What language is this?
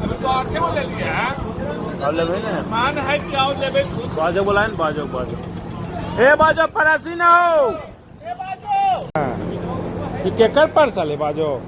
Magahi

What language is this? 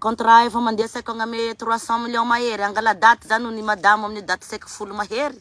Malagasy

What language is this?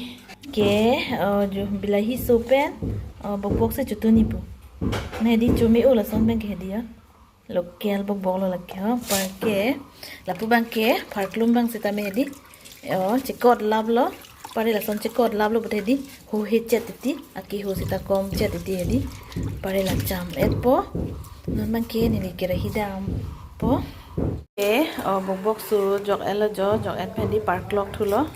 Karbi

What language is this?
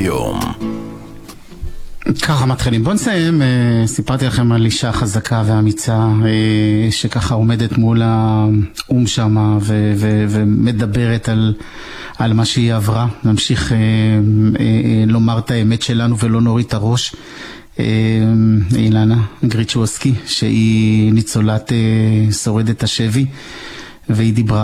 Hebrew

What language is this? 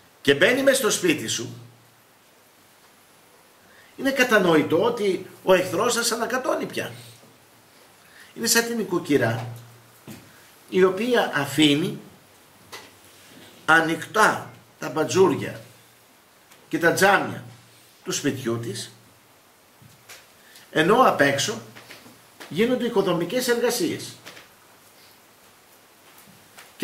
Greek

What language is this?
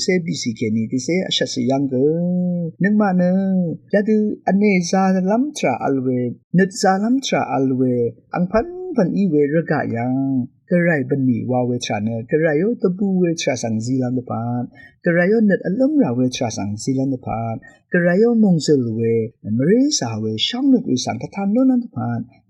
Rawang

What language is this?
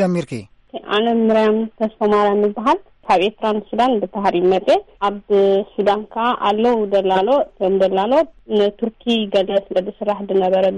Tigrinya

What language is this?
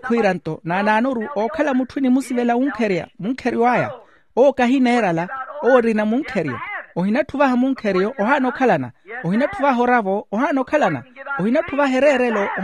Makhuwa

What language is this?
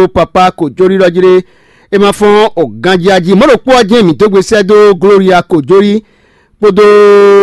Fon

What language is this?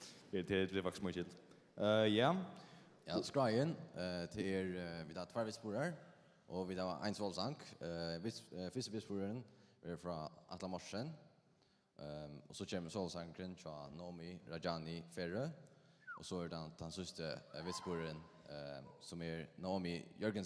Faroese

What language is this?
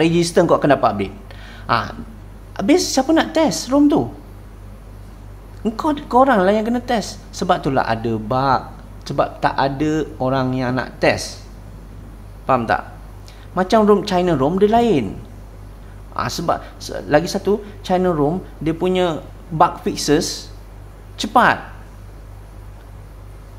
Malay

